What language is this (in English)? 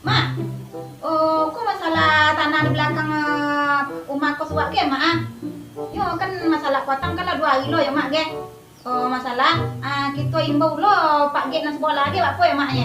Minangkabau